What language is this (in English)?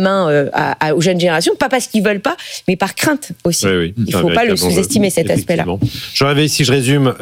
French